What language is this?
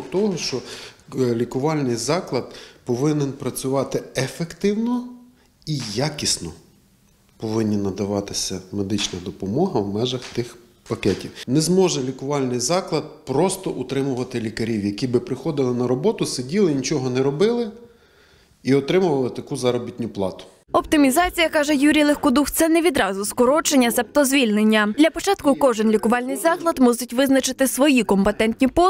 Ukrainian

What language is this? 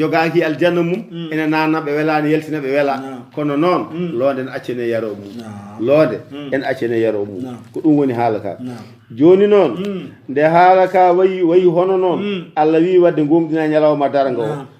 Fula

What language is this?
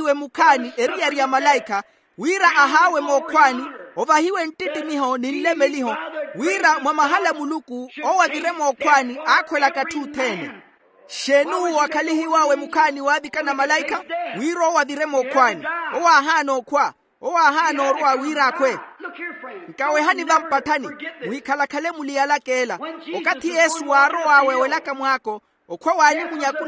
Makhuwa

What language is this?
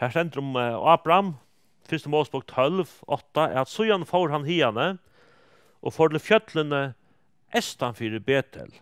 Faroese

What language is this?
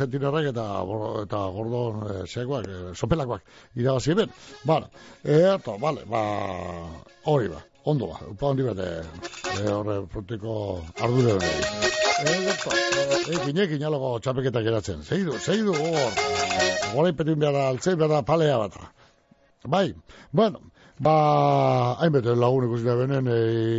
Basque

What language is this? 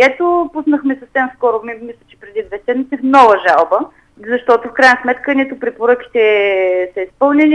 Bulgarian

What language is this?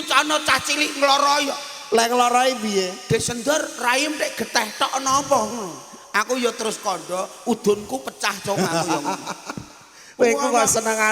Javanese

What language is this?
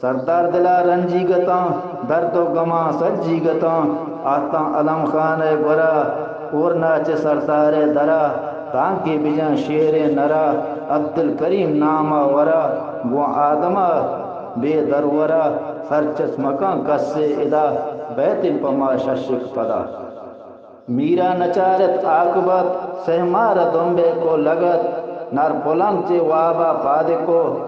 Eastern Balochi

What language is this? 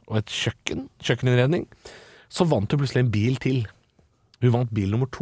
Norwegian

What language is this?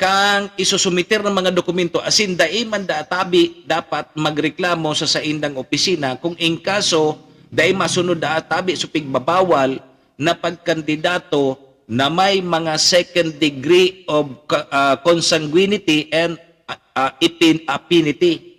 Bikol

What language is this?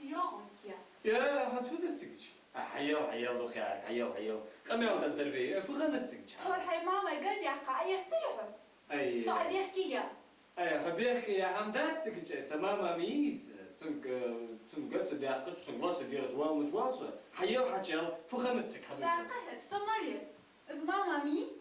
Ingush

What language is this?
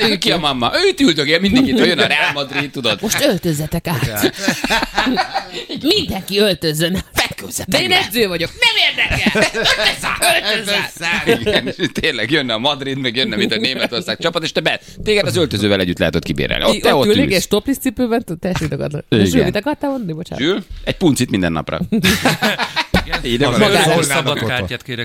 Hungarian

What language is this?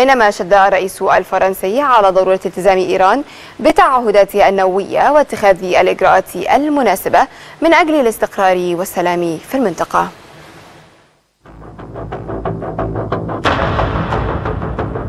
Arabic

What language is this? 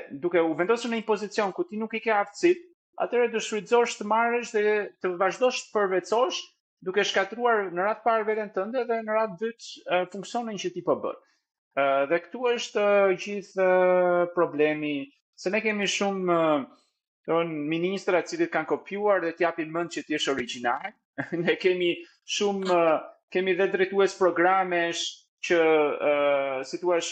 Albanian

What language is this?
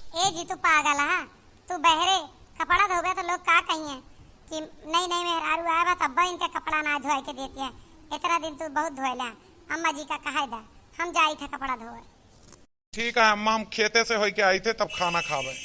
Awadhi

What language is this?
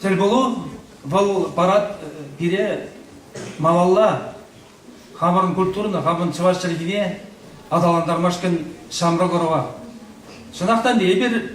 Chuvash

